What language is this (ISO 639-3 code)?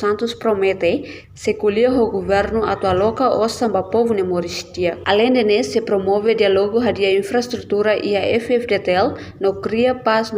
tet